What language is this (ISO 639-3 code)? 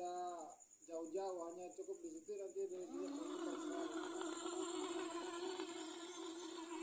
ind